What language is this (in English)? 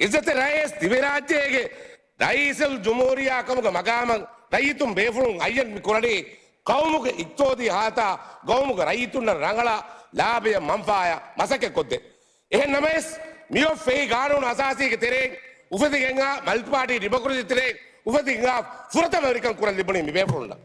Divehi